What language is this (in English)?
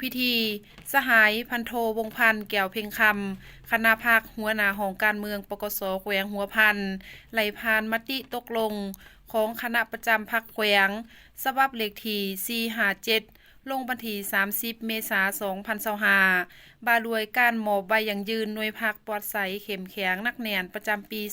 Lao